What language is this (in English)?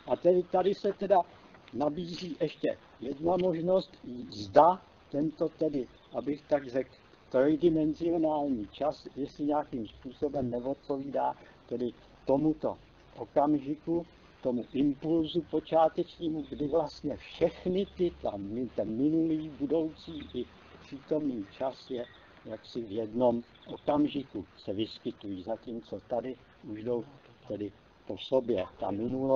Czech